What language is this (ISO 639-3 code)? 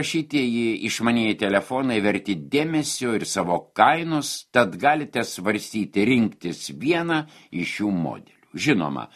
lit